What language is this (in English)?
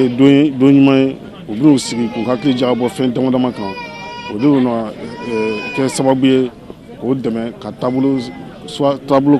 Bambara